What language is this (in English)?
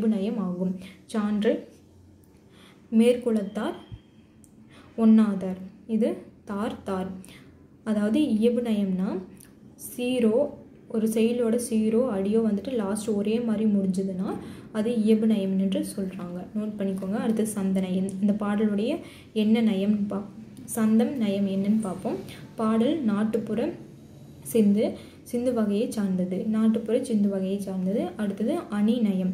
Tamil